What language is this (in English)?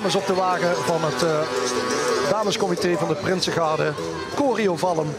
Limburgish